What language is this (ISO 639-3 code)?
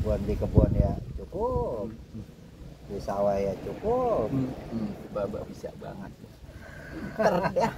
bew